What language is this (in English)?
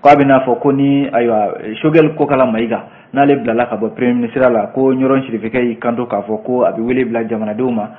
Bambara